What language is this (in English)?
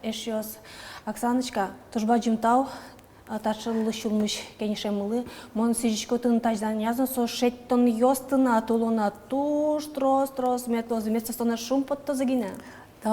Udmurt